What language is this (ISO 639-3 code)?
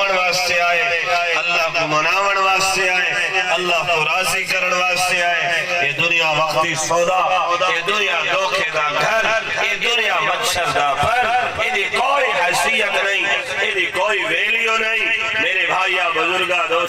skr